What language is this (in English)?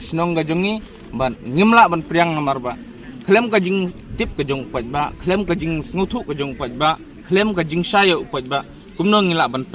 Khasi